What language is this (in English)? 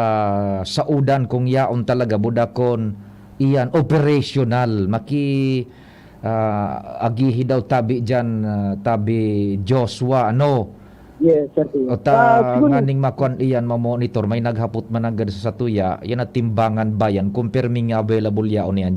Bikol